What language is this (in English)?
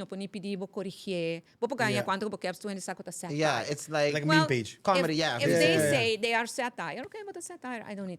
Papiamento